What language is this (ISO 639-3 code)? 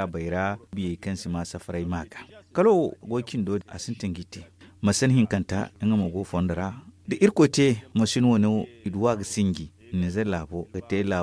dje